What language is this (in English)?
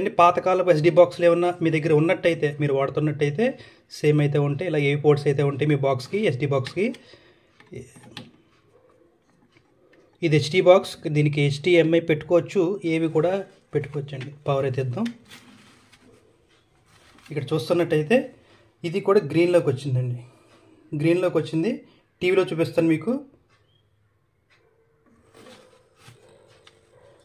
Telugu